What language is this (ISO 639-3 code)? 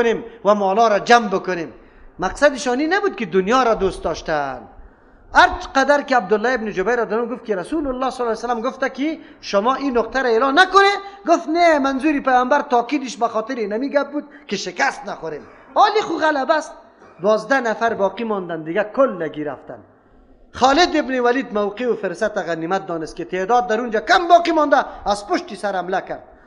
fas